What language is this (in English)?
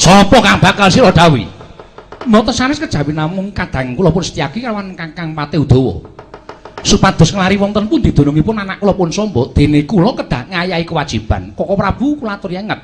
Javanese